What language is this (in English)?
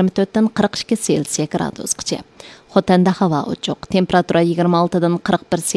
Uyghur